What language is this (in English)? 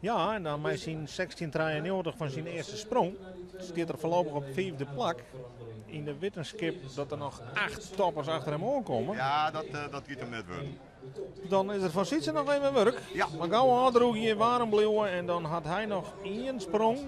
Western Frisian